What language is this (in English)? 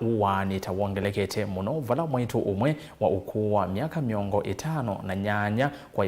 Kamba